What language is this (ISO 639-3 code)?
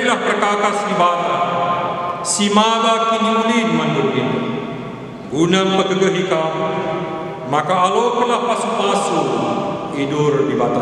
btx